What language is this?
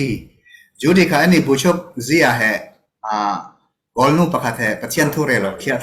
Falam Chin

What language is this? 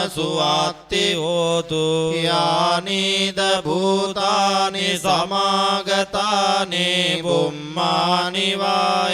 Pali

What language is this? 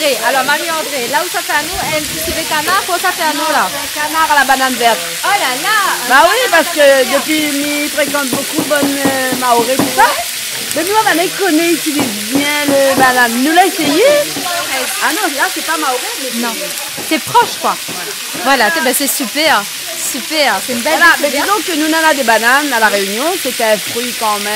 Réunion Creole French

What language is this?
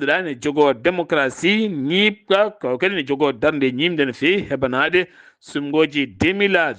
Fula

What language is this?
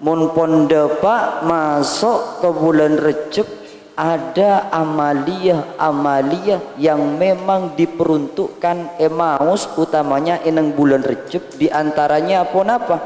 Madurese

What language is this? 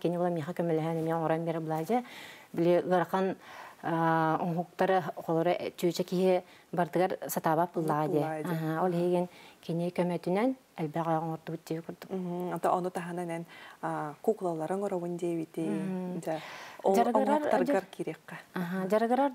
Yakut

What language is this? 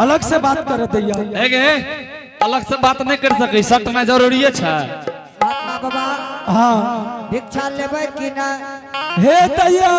Angika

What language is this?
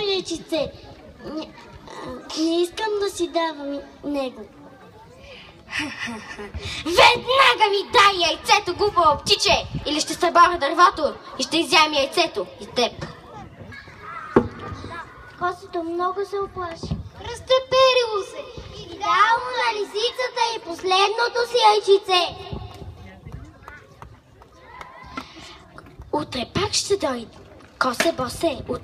Bulgarian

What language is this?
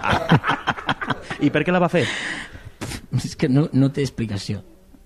Catalan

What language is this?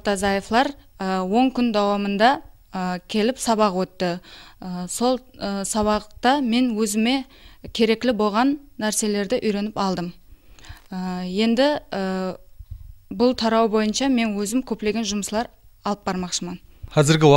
Kara-Kalpak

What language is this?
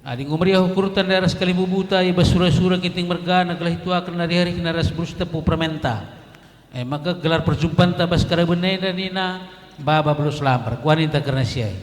Batak Karo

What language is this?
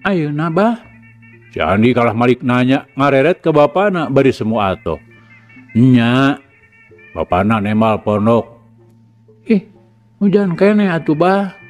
Sundanese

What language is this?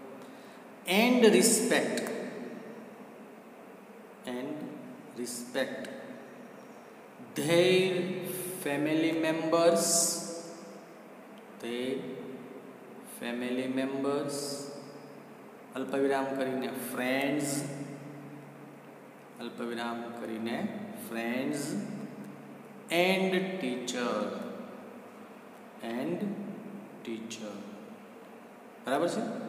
Gujarati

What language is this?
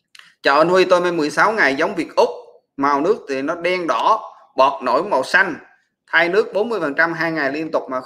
Vietnamese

